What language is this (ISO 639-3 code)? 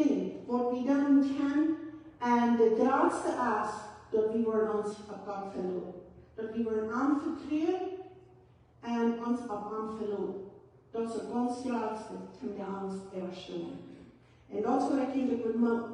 pdt